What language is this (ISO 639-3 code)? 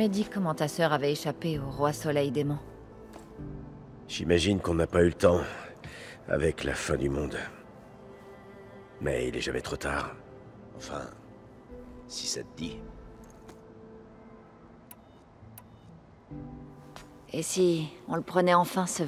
fra